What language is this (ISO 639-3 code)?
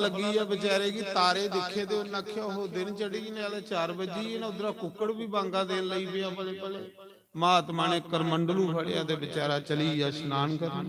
doi